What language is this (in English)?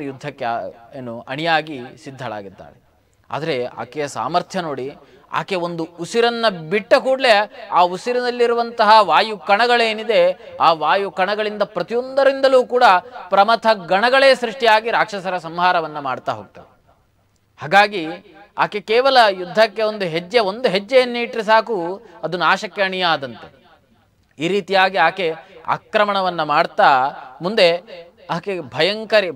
Kannada